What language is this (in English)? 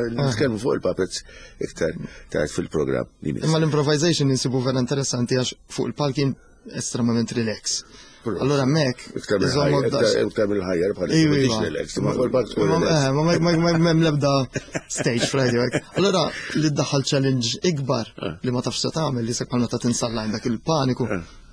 Maltese